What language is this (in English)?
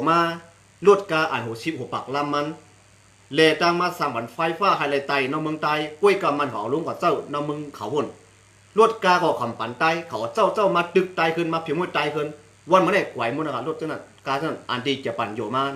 Shan